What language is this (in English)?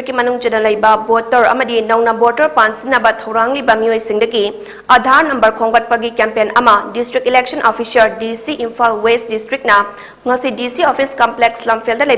Manipuri